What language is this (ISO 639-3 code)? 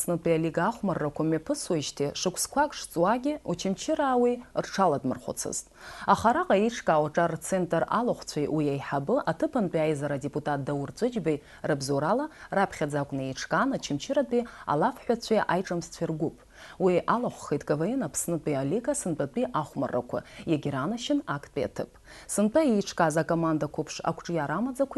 abk